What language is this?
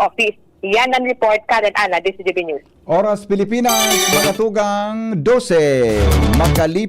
Bikol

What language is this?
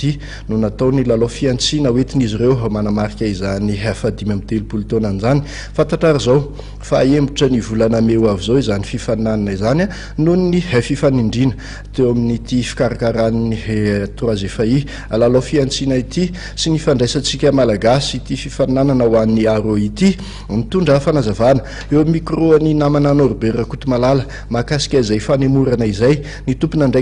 Malagasy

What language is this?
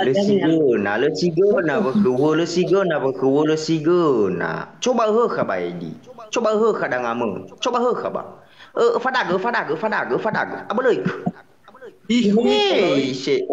Nias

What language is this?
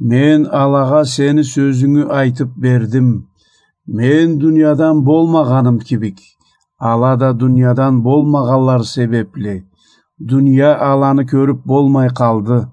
Karachay-Balkar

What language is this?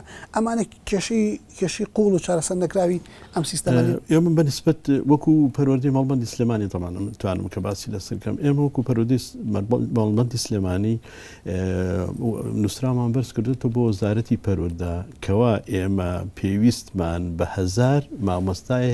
Central Kurdish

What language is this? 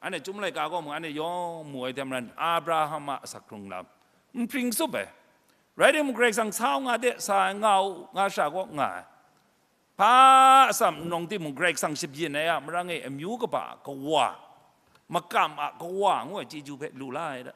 Kachin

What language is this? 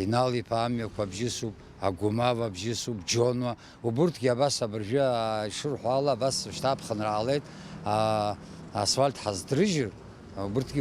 Abkhazian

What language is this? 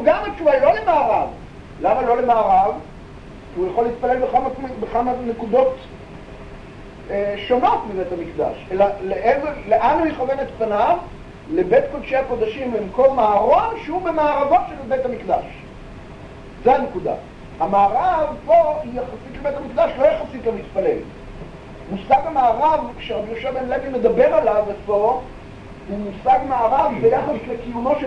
Hebrew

